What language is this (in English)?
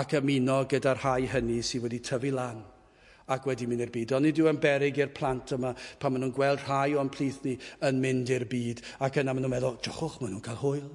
Welsh